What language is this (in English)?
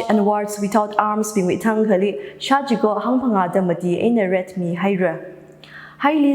Tangkhul Naga (India)